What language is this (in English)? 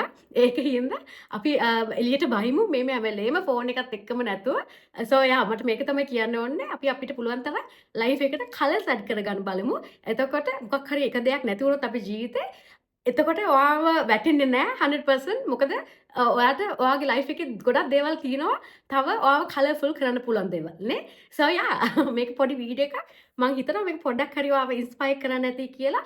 Sinhala